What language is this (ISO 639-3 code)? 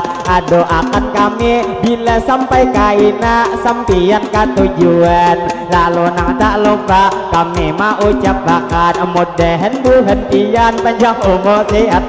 bjn